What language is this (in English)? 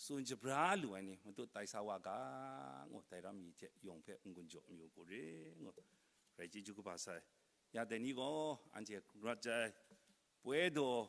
Kachin